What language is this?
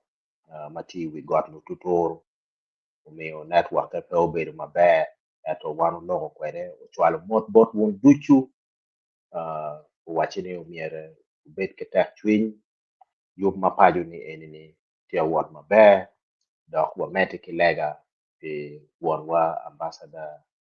Acoli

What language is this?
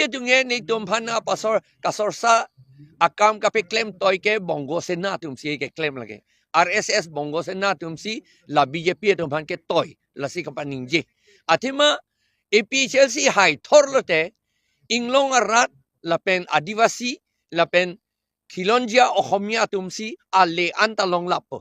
Karbi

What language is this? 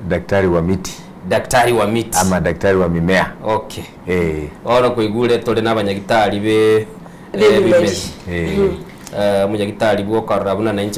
Gusii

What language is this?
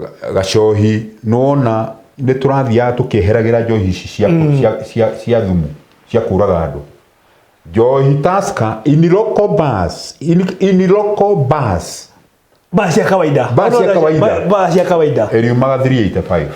Kikuyu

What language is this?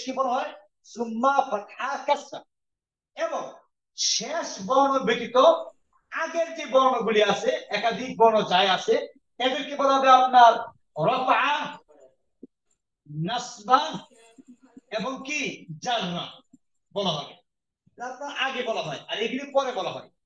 Bangla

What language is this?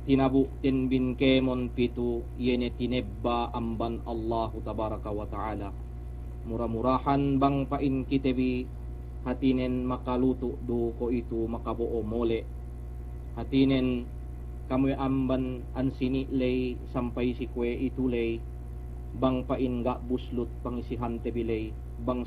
Yakan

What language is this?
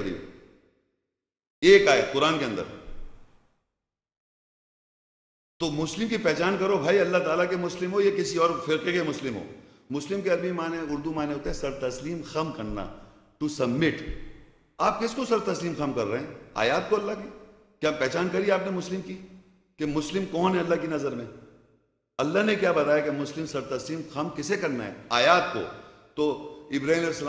Urdu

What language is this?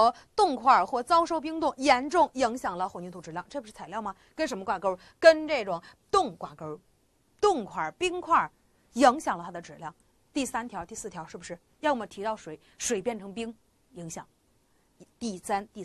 Chinese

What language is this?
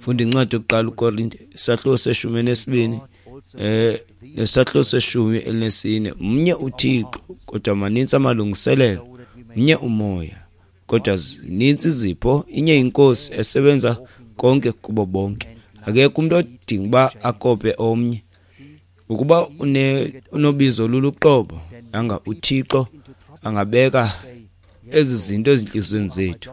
Xhosa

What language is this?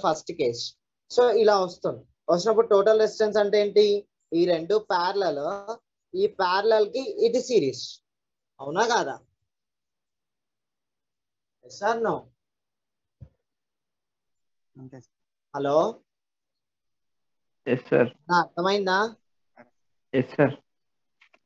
Telugu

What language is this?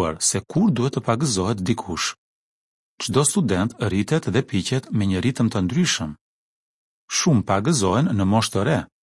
Albanian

